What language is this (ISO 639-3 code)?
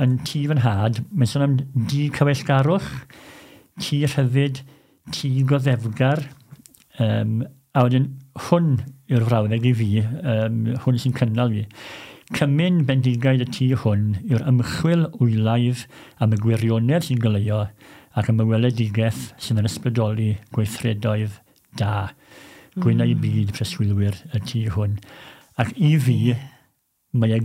cym